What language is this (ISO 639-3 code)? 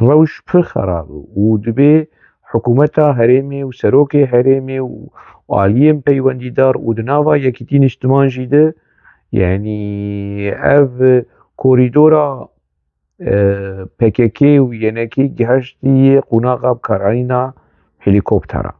kur